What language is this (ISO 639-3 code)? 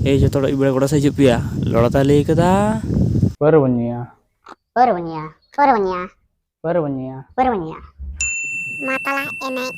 sat